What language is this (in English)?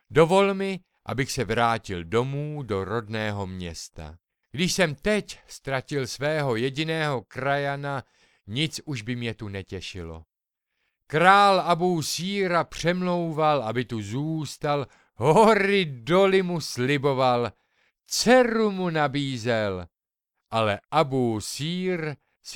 Czech